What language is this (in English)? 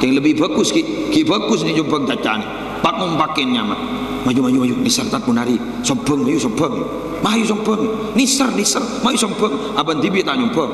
Madurese